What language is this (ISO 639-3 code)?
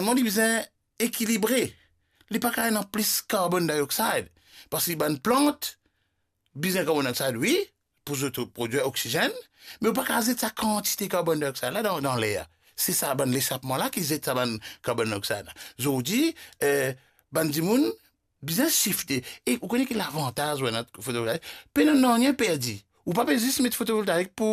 mfe